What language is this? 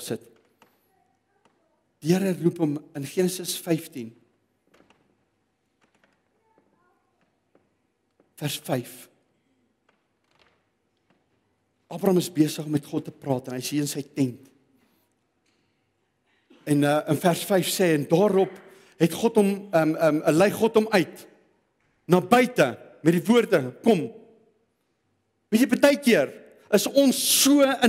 Afrikaans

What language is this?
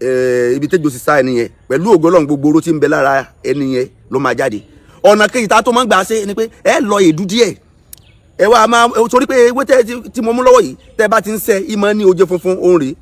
Yoruba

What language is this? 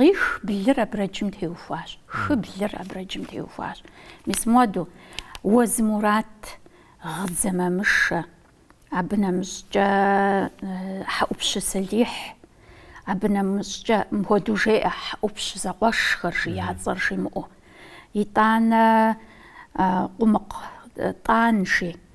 Kabardian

